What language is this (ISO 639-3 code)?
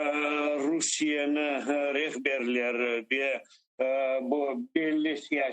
crh